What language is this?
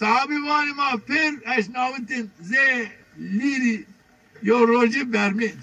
Zaza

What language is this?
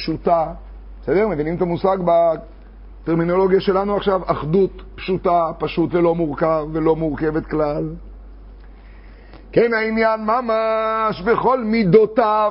Hebrew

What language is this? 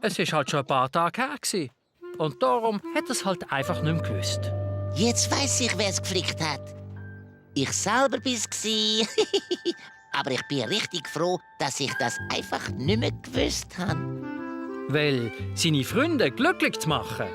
Swiss German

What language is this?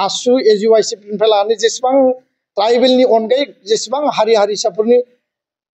Bodo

